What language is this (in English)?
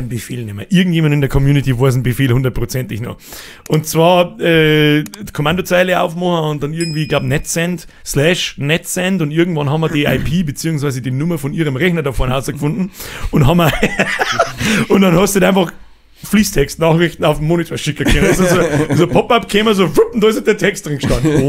Bavarian